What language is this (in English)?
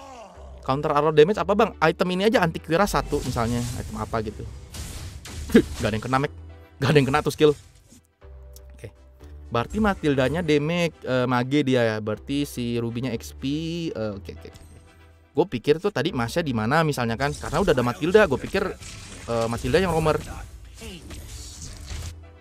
Indonesian